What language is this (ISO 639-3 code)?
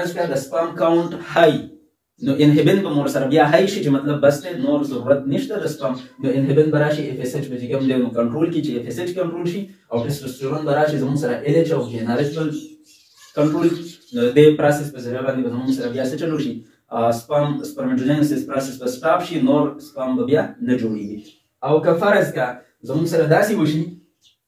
pus